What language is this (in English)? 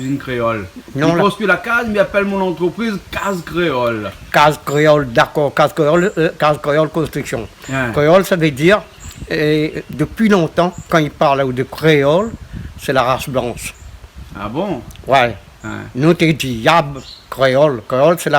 Réunion Creole French